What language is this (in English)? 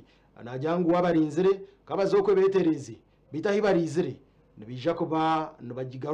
Nyankole